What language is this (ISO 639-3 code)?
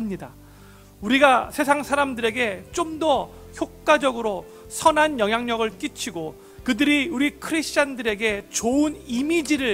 kor